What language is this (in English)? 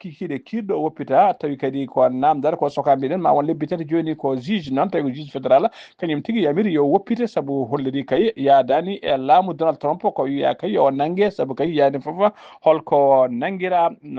Fula